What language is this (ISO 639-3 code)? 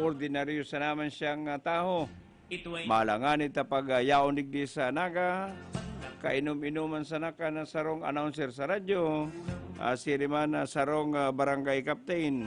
bik